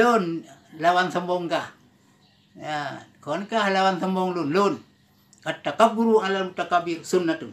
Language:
Achinese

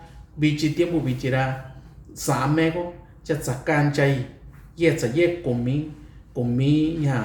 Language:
Mixtepec Mixtec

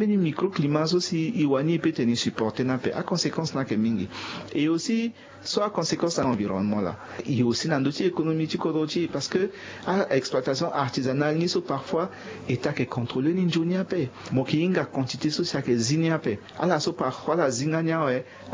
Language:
Sango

